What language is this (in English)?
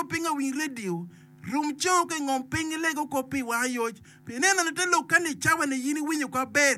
Acoli